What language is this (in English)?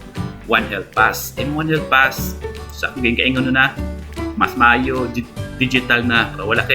Cebuano